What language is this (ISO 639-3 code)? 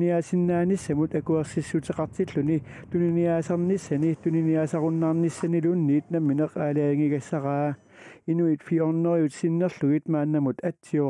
kal